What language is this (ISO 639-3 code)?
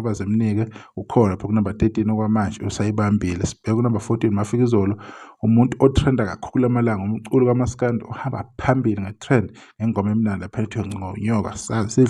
zul